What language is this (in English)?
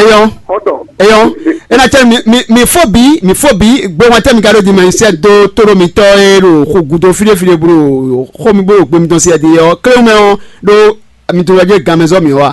Fon